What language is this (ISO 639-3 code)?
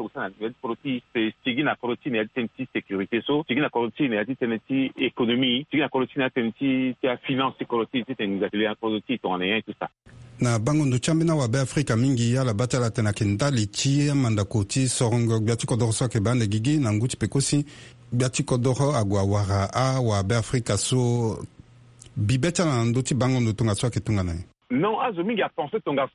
sag